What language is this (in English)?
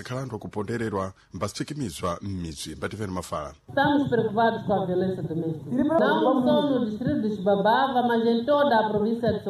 Sena